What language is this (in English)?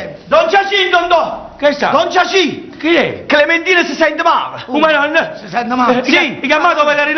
Neapolitan